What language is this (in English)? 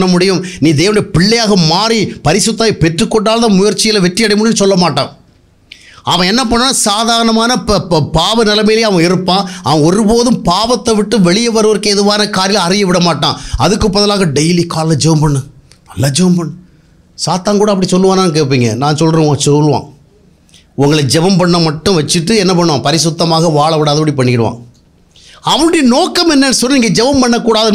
Tamil